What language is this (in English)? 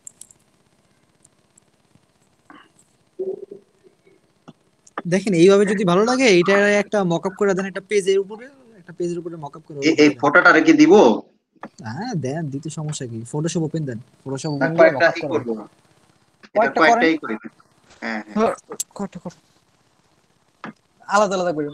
Bangla